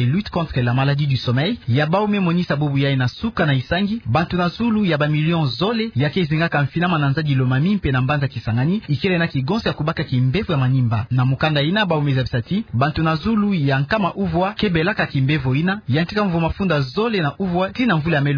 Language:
Kituba (Democratic Republic of Congo)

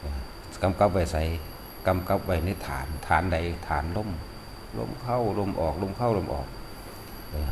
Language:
Northeastern Thai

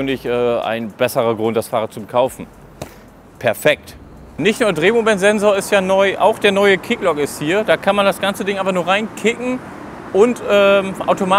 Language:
German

